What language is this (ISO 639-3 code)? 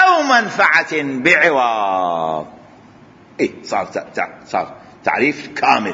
acm